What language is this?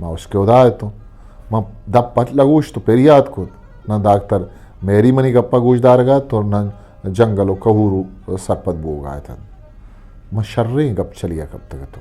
Eastern Balochi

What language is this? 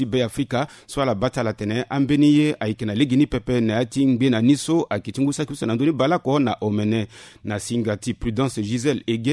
Sango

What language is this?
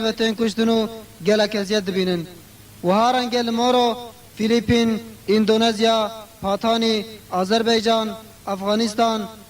Kurdish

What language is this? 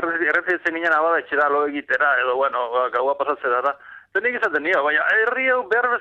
Basque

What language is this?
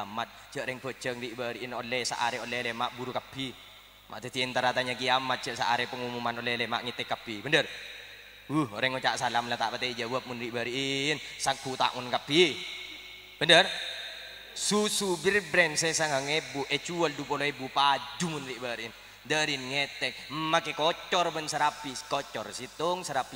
Madurese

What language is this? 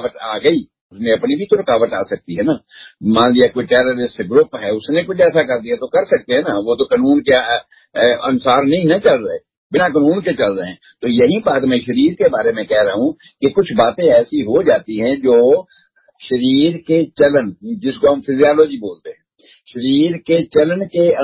Hindi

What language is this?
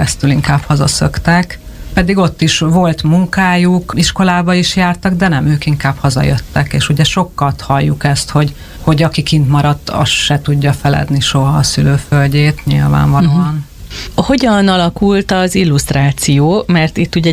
Hungarian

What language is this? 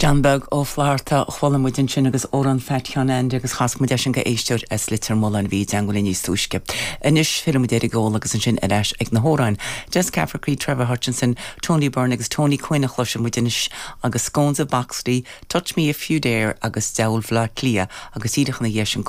Irish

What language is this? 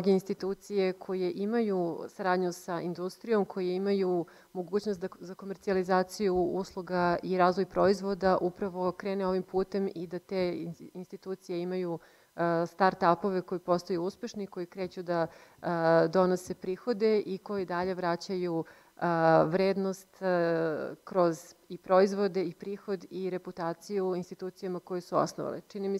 Serbian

